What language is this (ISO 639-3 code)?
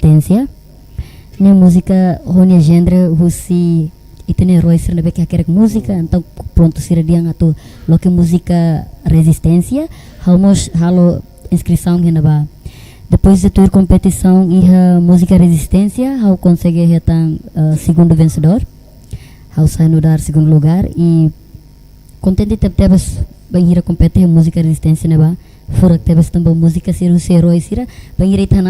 tet